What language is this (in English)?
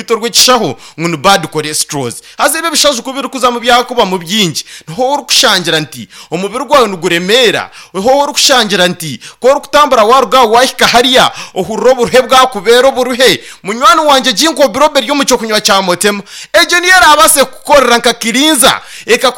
Nyankole